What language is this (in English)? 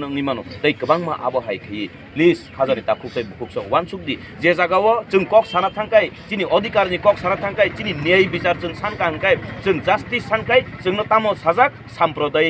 Kok Borok